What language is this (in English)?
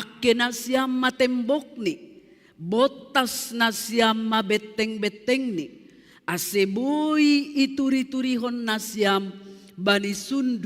Batak Simalungun